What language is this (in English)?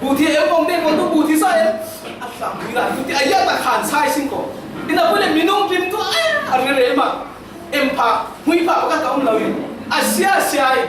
Falam Chin